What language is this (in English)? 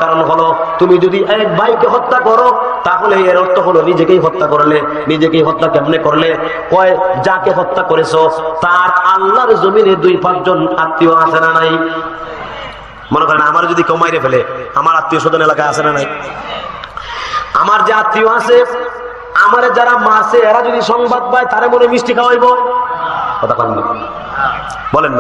Bangla